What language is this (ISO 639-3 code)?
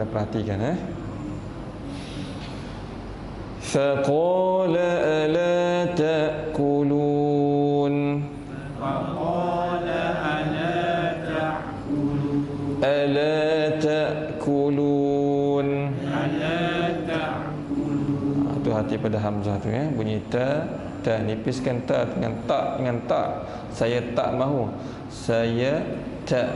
msa